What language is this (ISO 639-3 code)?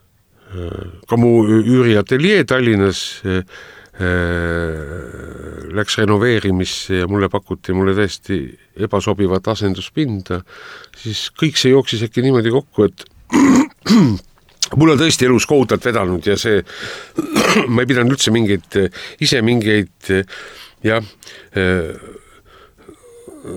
est